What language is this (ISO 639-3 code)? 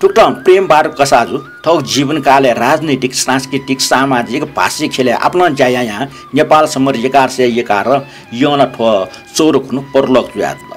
new